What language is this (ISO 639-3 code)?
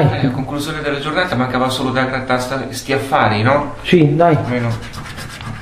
ita